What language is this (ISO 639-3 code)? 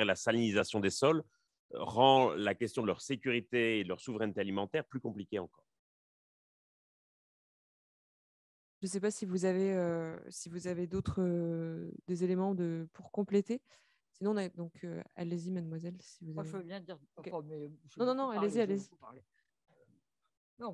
fra